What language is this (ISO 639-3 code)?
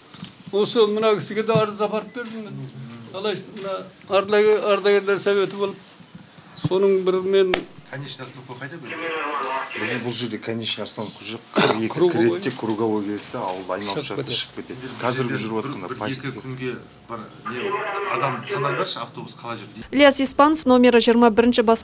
kaz